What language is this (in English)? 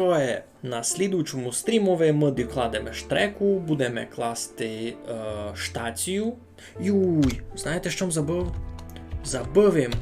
Rusyn